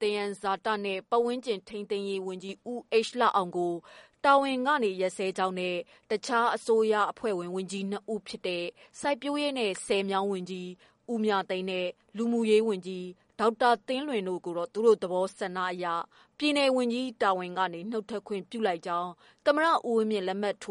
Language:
Burmese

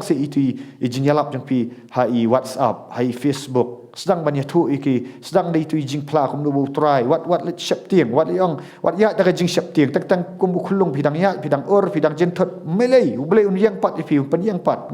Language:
Khasi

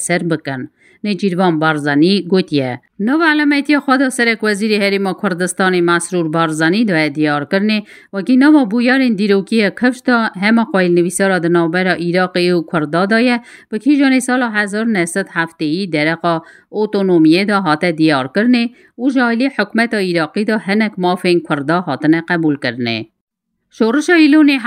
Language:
Kurdish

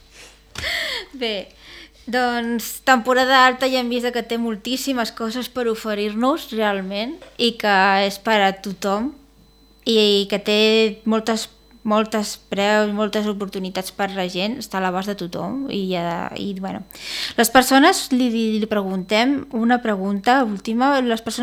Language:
Catalan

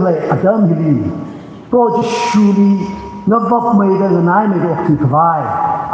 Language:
Tangkhul Naga (India)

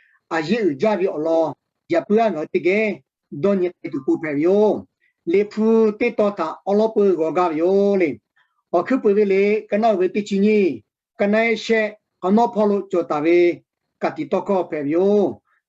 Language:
Lahu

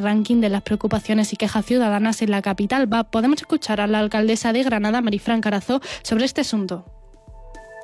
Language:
Spanish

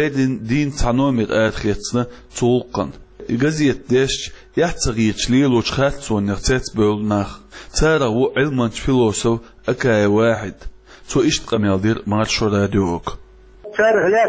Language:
Chechen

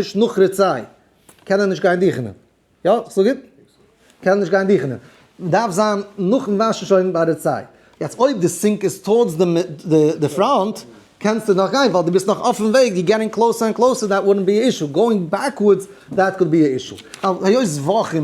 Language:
Yiddish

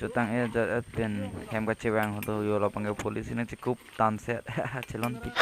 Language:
Karbi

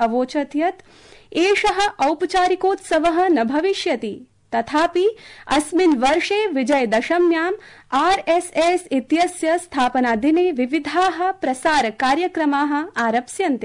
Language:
Sanskrit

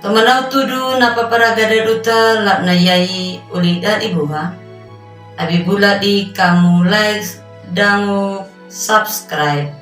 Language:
Anakalangu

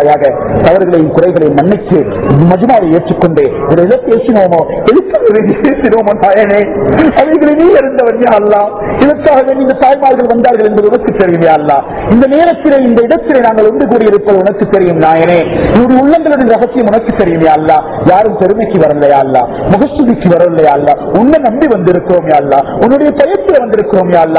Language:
Tamil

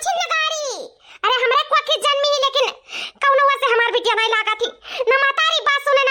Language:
Awadhi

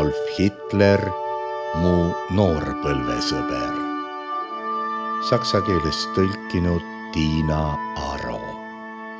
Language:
Estonian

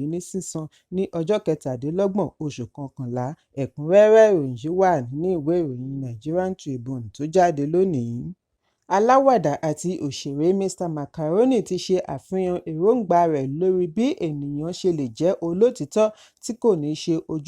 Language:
Yoruba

